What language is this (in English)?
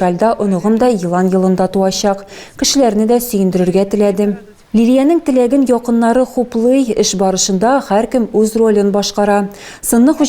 Tatar